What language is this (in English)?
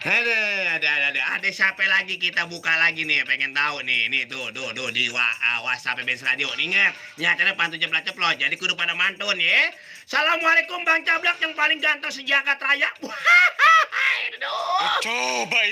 Betawi